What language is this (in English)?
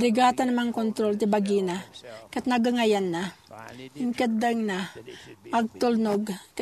Iloko